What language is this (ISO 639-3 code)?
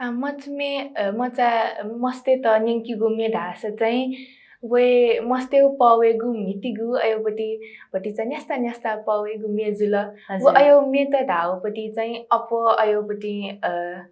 new